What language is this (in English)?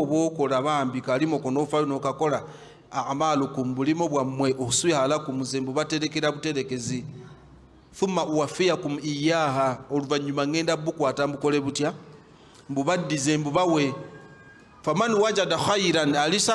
Ganda